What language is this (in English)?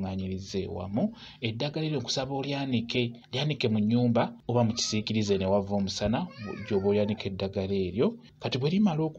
Ganda